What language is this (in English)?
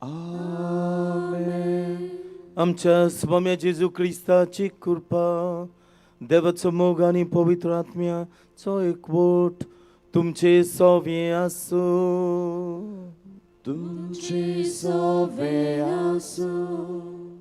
Konkani